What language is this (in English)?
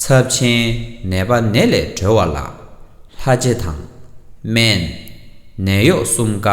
Tibetan